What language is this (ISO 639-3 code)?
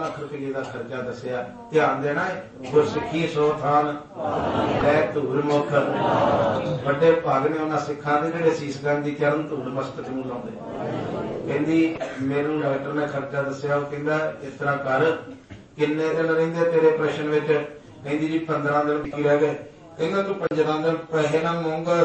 pan